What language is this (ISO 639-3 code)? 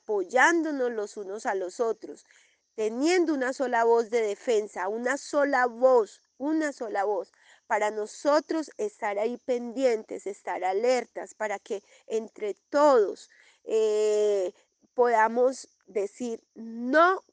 spa